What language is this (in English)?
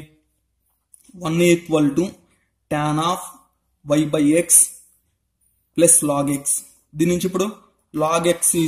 Telugu